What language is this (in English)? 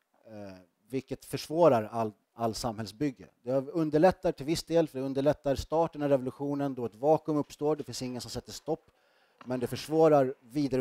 Swedish